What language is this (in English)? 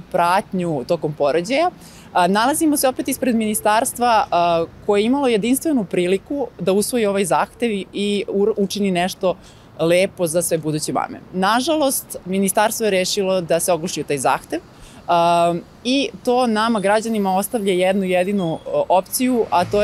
Serbian